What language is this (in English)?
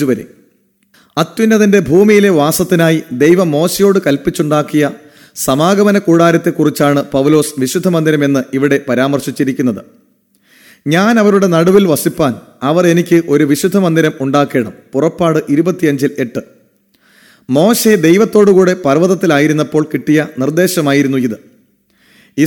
Malayalam